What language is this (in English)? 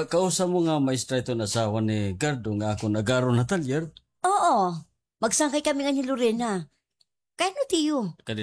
Waray